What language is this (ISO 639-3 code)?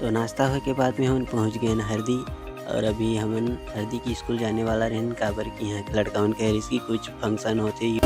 hne